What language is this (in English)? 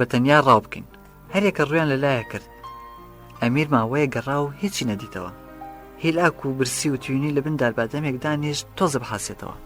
Central Kurdish